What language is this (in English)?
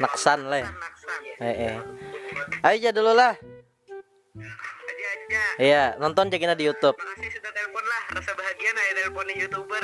Banjar